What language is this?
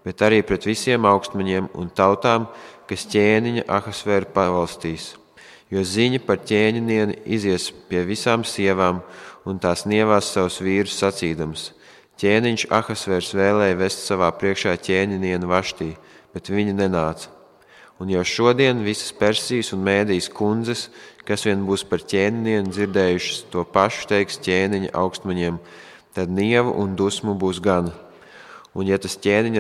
Latvian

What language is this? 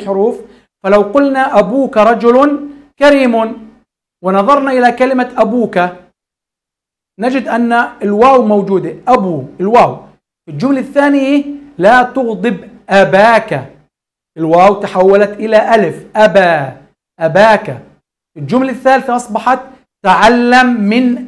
Arabic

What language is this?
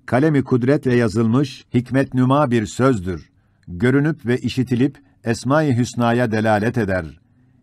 Ottoman Turkish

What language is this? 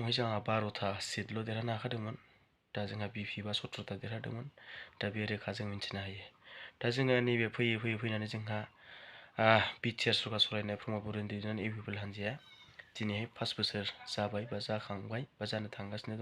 Bodo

